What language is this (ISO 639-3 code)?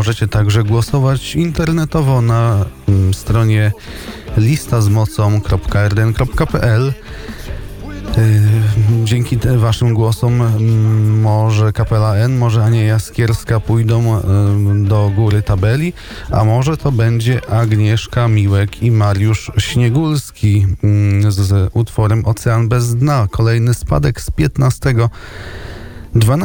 pol